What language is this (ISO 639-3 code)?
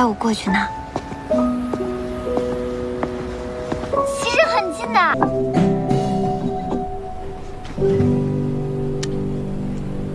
zho